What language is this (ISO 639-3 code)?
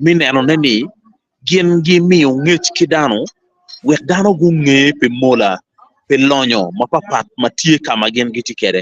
ach